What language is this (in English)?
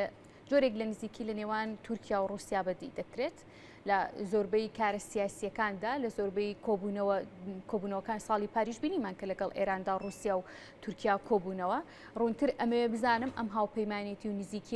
Central Kurdish